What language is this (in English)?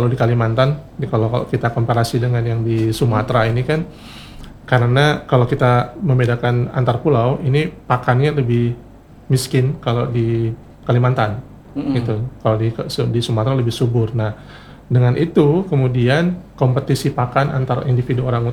Indonesian